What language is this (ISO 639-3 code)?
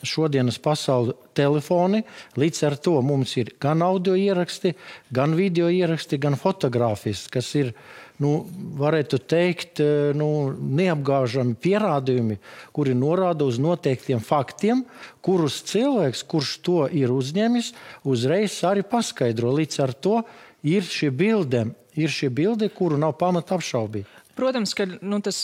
lav